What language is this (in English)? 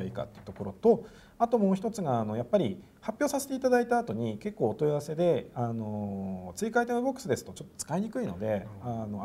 Japanese